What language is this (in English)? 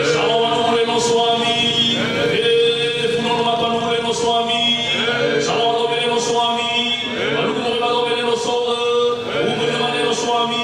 Nias